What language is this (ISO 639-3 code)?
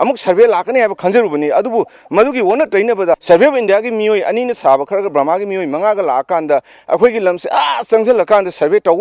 mni